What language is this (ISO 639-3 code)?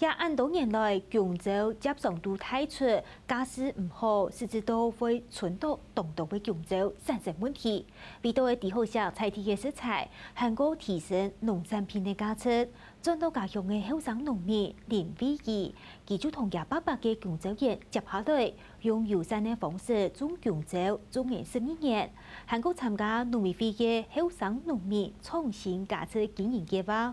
hak